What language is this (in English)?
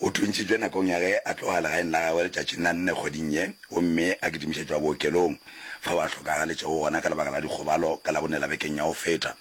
Northern Sotho